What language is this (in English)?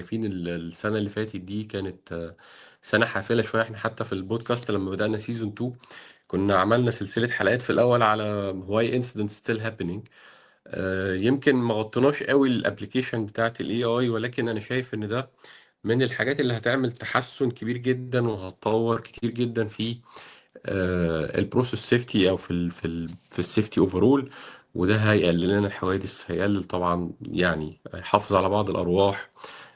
Egyptian Arabic